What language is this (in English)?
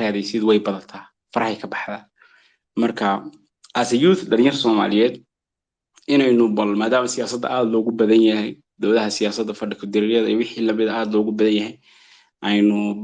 Somali